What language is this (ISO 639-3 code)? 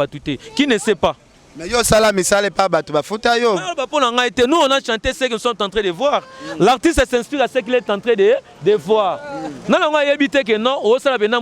lin